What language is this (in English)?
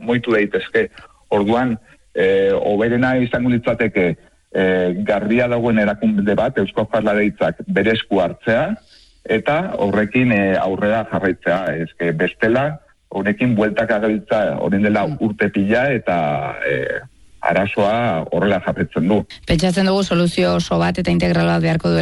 Basque